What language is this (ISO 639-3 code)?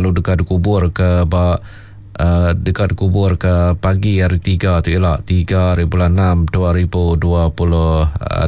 iba